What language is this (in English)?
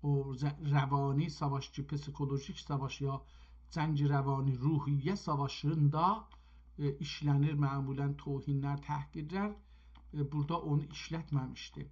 South Azerbaijani